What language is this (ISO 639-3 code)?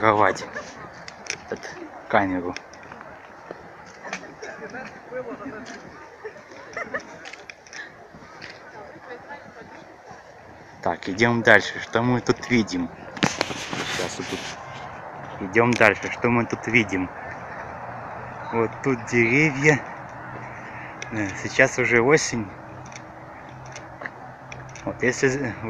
rus